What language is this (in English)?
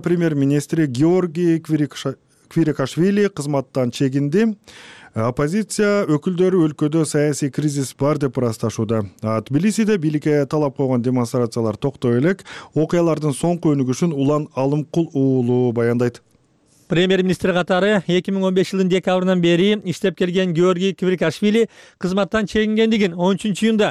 Kyrgyz